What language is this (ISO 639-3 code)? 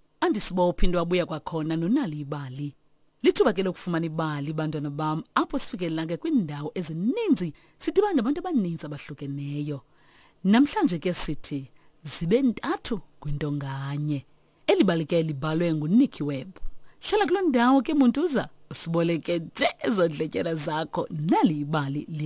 xho